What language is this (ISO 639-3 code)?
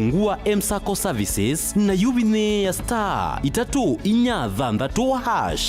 kam